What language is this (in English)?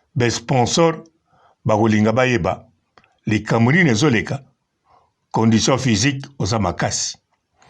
Lingala